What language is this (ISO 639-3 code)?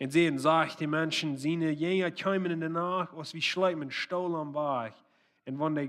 pdt